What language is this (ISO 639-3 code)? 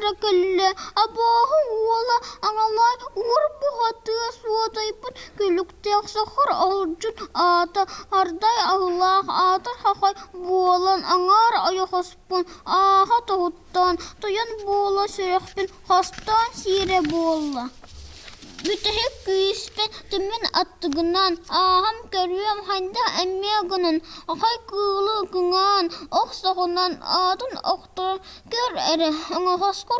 sah